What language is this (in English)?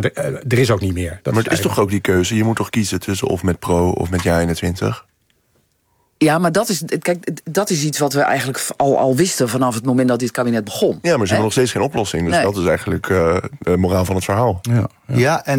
Dutch